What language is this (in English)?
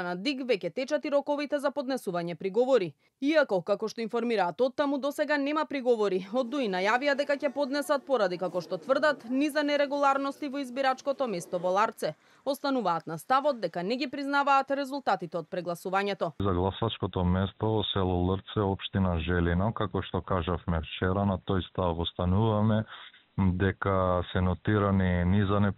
Macedonian